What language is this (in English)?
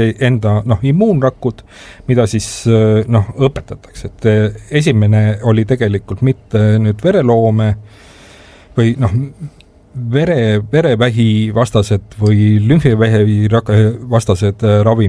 Estonian